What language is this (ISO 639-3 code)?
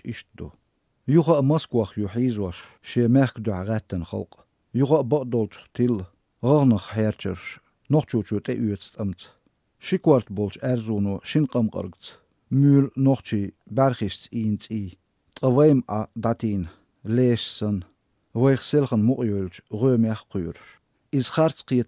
che